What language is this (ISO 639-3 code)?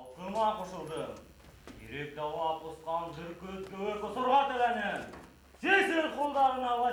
bak